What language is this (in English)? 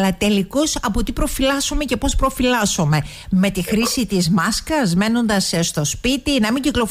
Greek